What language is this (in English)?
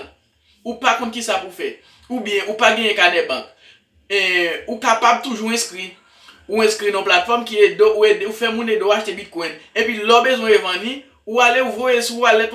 Haitian Creole